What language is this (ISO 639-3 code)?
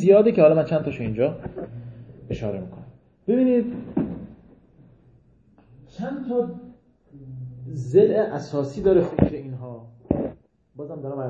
fas